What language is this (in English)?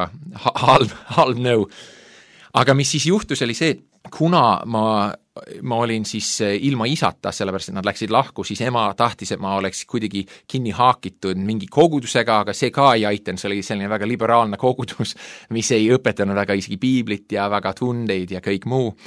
Estonian